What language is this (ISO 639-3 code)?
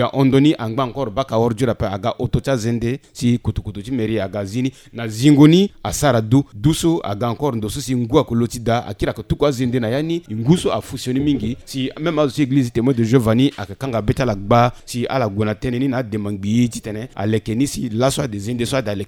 sag